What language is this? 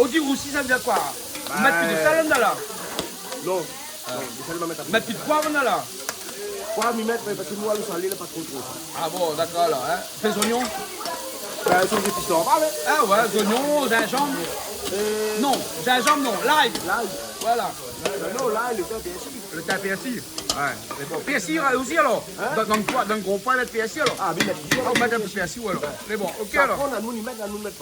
Réunion Creole French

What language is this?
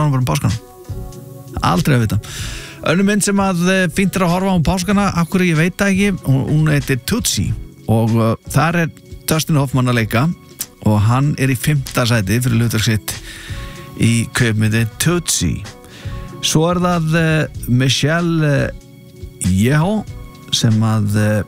Icelandic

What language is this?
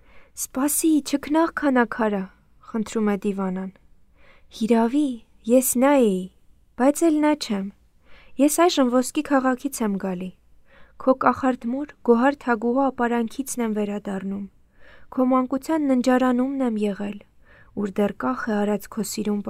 Armenian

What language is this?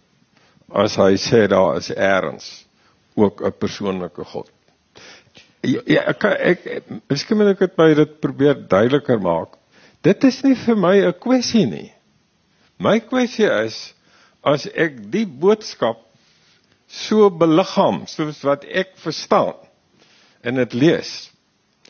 Afrikaans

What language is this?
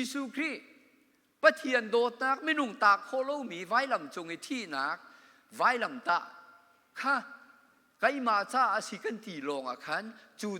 Hakha Chin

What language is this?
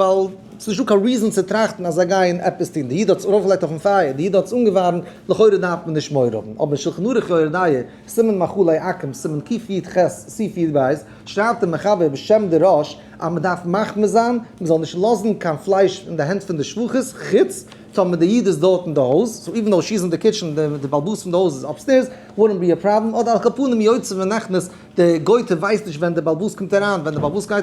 Yiddish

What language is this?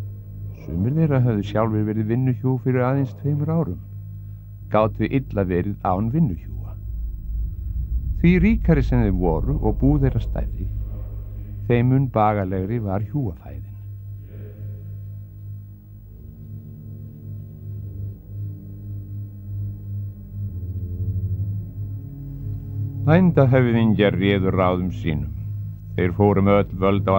Icelandic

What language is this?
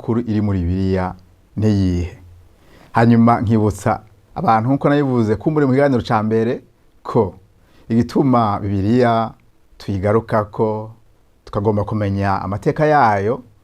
Rundi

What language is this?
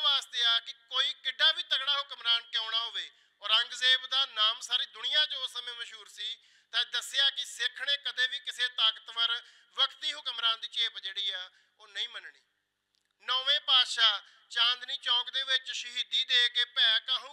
Punjabi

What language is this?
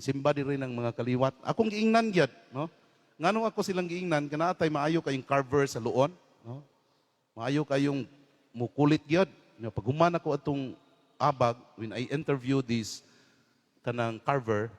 Cebuano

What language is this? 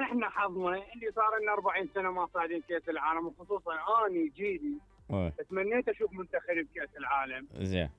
Mesopotamian Arabic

